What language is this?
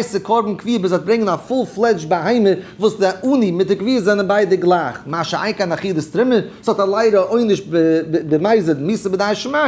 Yiddish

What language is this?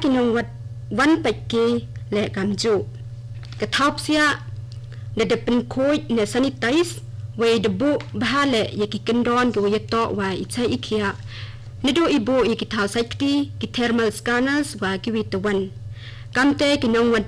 Khasi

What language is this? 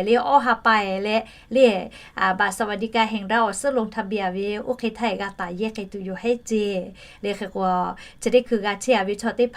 Lahu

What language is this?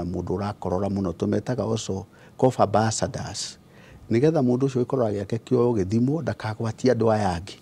Kikuyu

